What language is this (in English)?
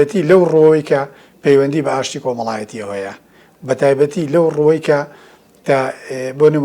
Central Kurdish